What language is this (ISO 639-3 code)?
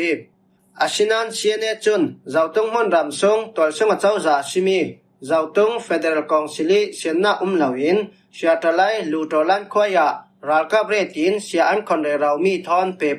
cfm